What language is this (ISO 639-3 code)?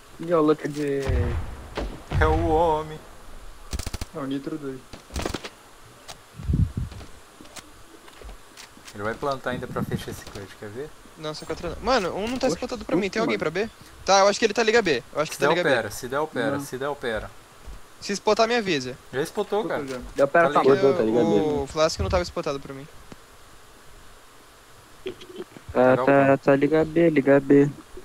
por